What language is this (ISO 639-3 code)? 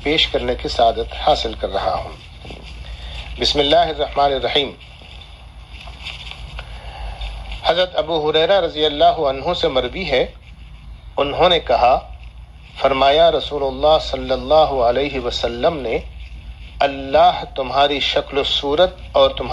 urd